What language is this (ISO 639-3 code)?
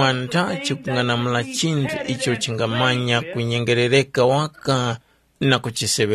tum